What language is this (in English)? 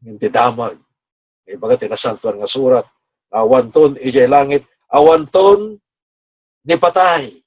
Iloko